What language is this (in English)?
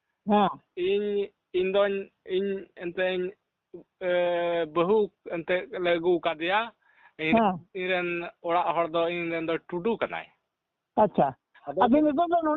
Santali